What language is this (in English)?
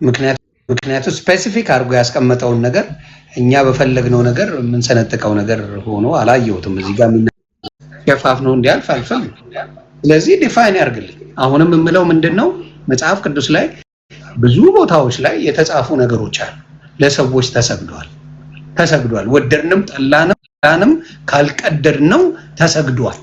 Amharic